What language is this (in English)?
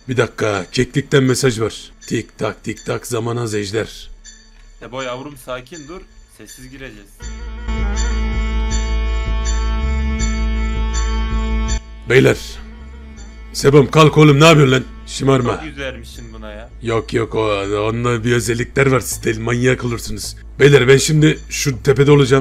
Turkish